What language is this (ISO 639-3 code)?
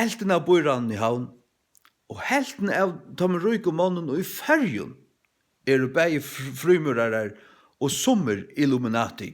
fao